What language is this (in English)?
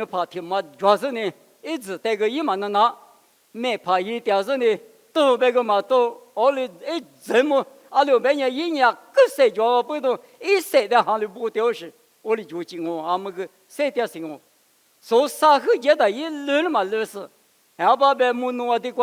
Lisu